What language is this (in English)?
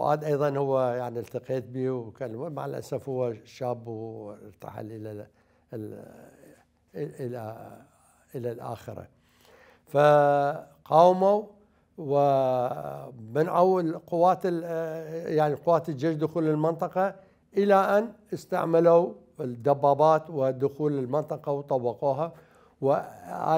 Mesopotamian Arabic